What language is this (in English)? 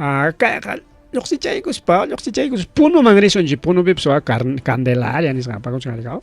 Ayacucho Quechua